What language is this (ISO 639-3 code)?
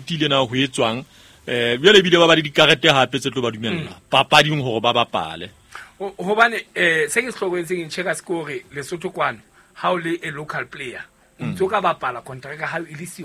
sot